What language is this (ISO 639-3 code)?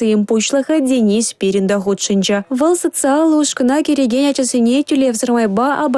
chv